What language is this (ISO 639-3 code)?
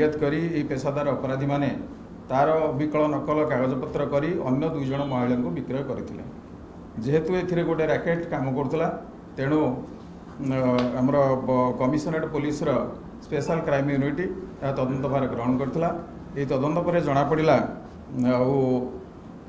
ori